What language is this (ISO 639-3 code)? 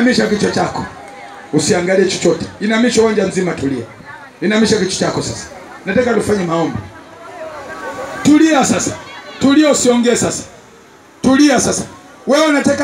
swa